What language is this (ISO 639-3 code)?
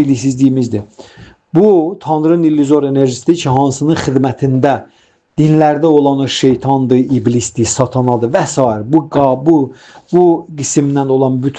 aze